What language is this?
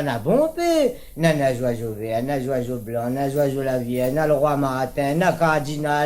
Réunion Creole French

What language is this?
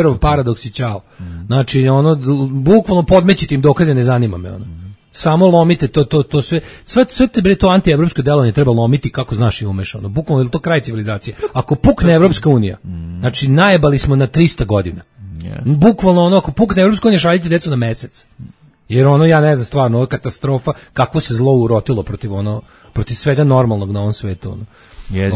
Serbian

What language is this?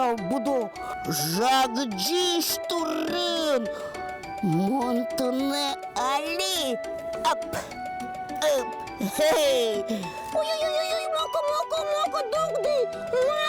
Udmurt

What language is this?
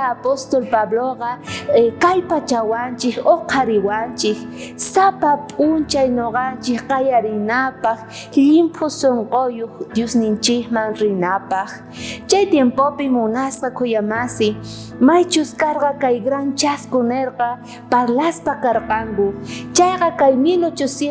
South Bolivian Quechua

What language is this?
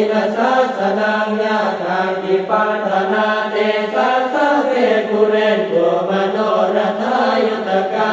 Pali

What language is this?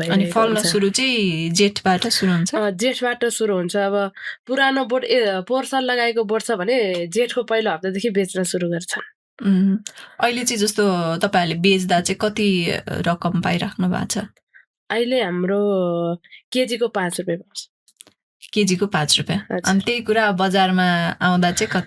Nepali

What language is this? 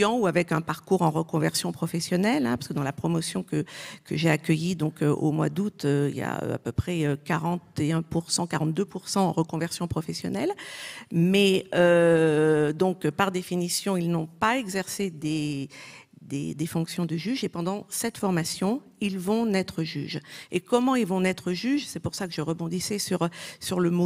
French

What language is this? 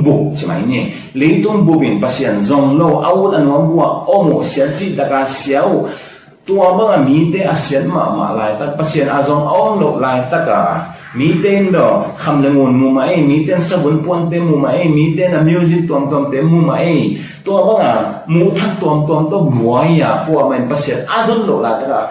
Tedim Chin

